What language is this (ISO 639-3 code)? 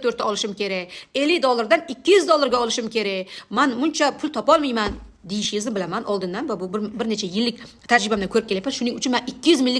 uzb